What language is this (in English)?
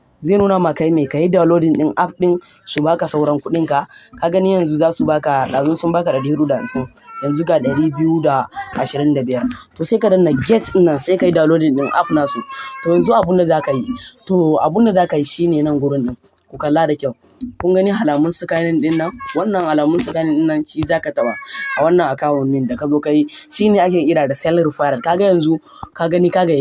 Hausa